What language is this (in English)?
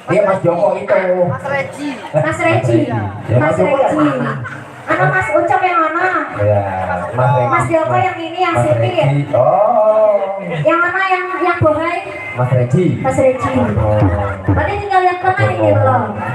Betawi